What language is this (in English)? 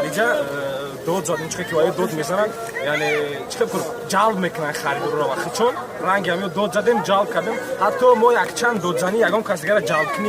Tajik